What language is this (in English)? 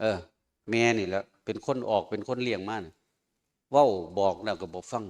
Northeastern Thai